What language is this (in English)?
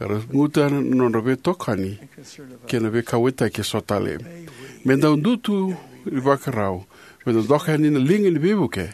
Fijian